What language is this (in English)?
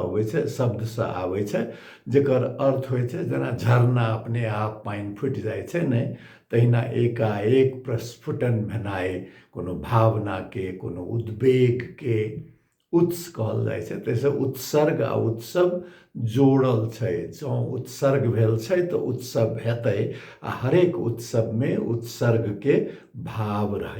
Maithili